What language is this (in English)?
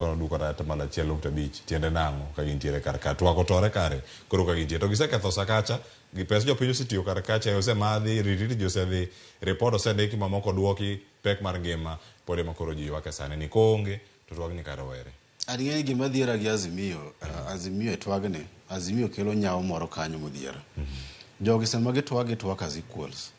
Luo (Kenya and Tanzania)